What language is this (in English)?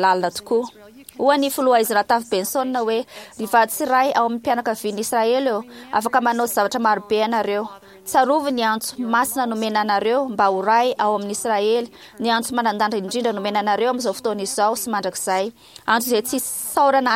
Malagasy